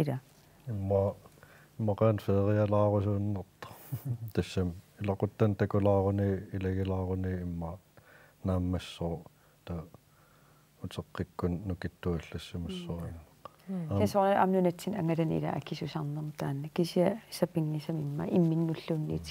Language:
Kalaallisut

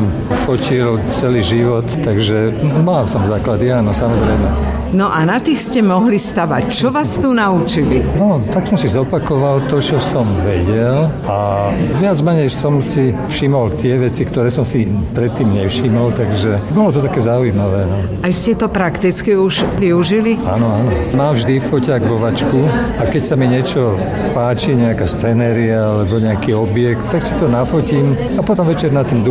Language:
Slovak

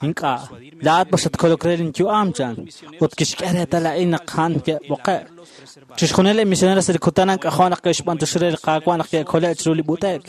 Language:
Kekchí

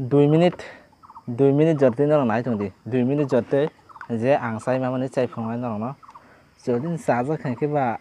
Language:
Kok Borok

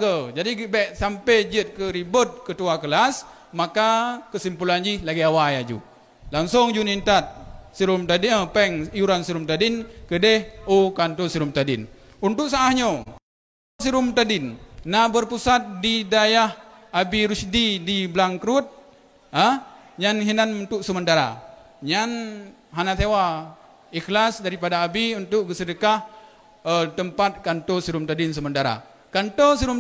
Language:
Achinese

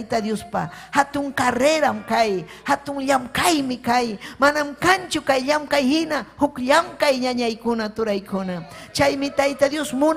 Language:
Ayacucho Quechua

